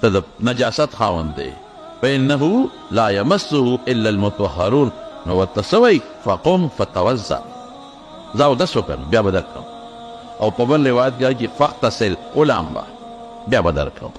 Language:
Pashto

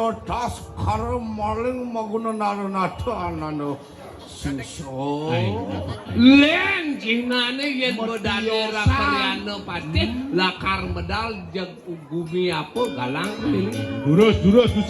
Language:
Balinese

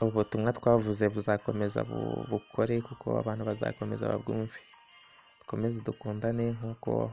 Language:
Kinyarwanda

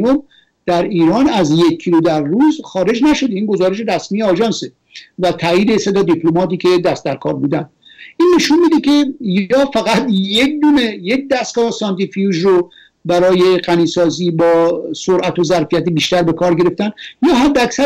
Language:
Persian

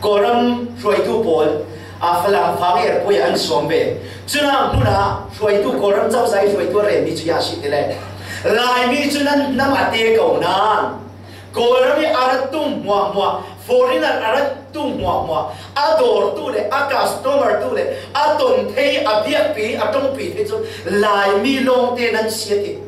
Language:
Falam Chin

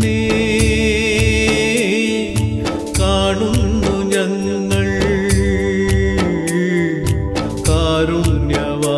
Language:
Malayalam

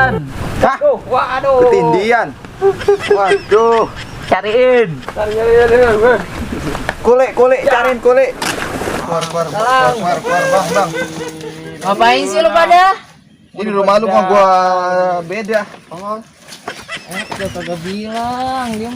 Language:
Betawi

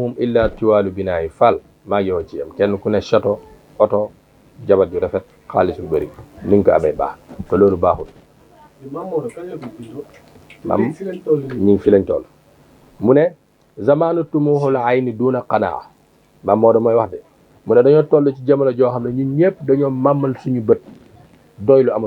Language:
Wolof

